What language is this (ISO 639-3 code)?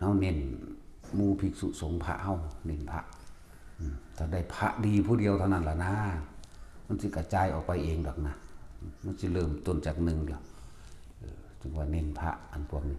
tts